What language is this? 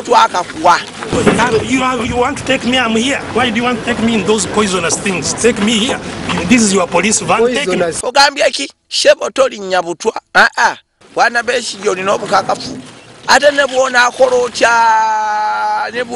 Ganda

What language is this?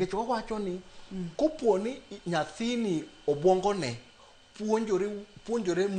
Luo (Kenya and Tanzania)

